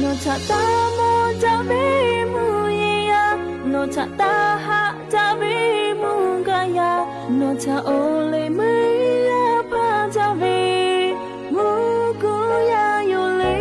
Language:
Lahu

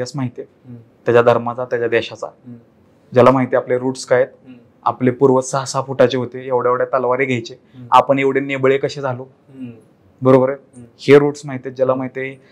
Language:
Marathi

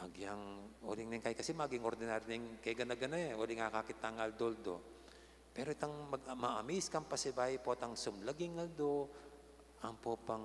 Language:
Pampanga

